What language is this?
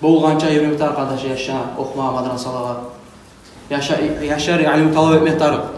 Kumyk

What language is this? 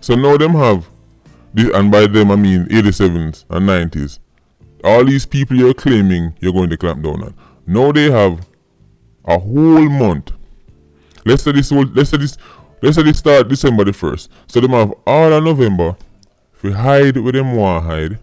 Jamaican Creole English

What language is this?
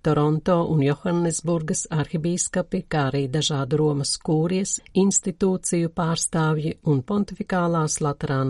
Latvian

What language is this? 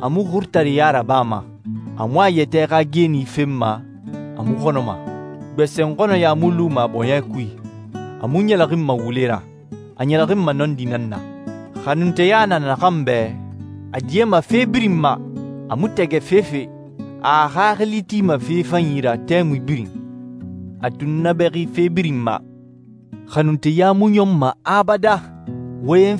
Susu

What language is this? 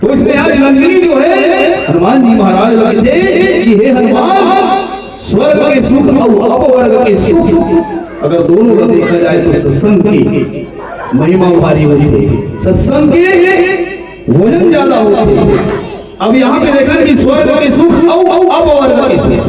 Chhattisgarhi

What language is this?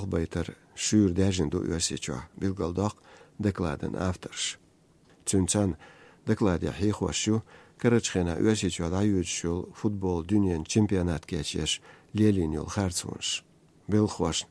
Azerbaijani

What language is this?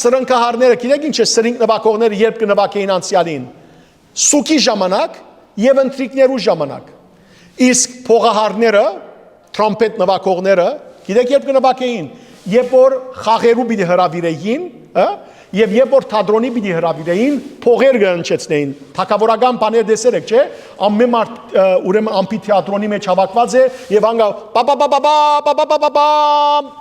Western Armenian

